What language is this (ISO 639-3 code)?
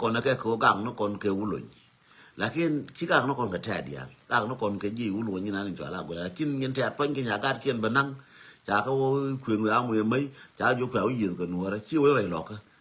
nus